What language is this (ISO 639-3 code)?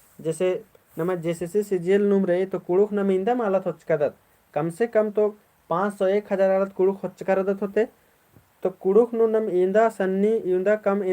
kru